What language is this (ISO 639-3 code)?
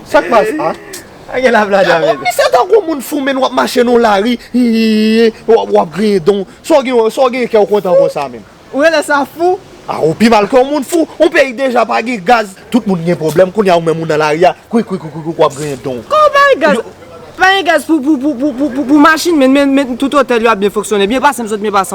hat